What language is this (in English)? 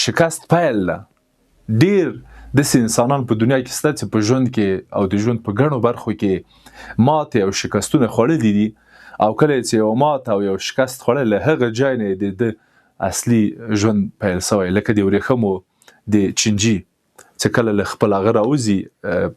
Pashto